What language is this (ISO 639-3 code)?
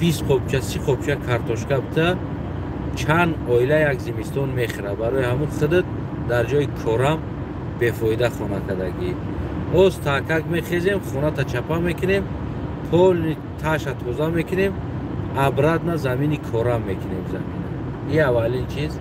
tgk